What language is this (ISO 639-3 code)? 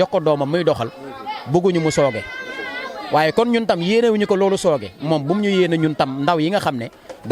wol